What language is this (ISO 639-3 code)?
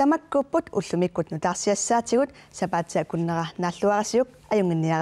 kal